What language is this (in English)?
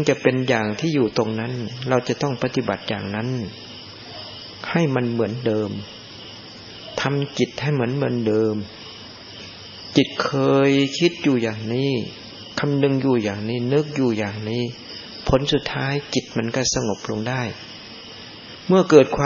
Thai